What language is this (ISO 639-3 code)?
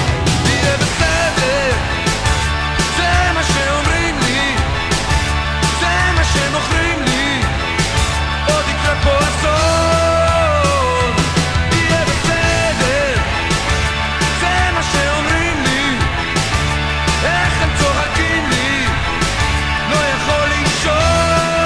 heb